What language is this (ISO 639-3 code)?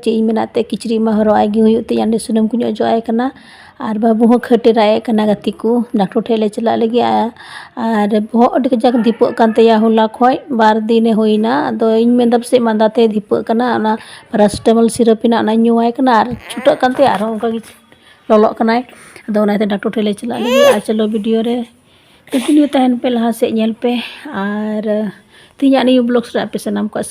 sat